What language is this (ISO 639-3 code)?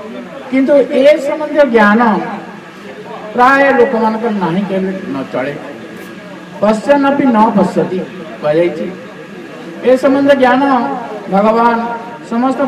ori